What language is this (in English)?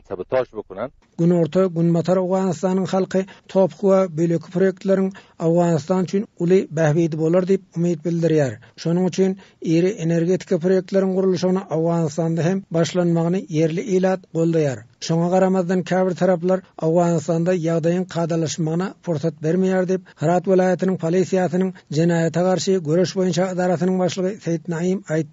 Turkmen